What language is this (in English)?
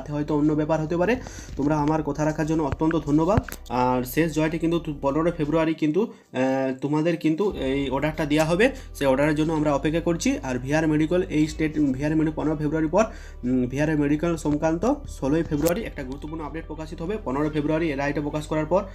Bangla